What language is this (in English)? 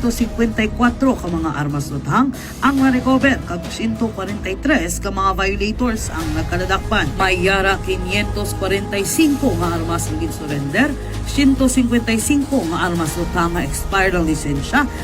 Hiligaynon